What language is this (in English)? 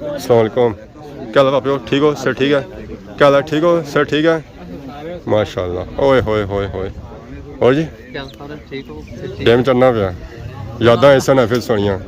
Pahari-Potwari